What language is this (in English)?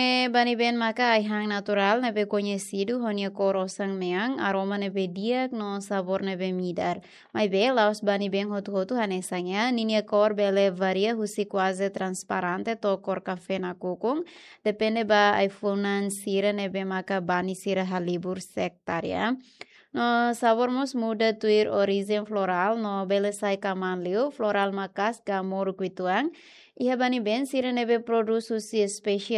Tetum